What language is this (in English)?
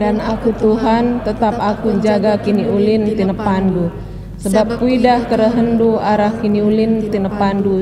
Batak Karo